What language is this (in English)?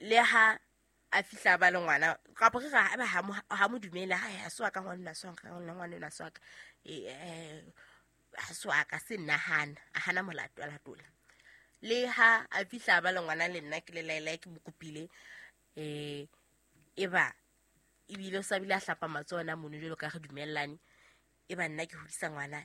Southern Sotho